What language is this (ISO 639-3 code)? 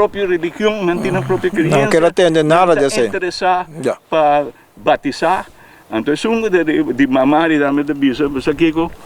pap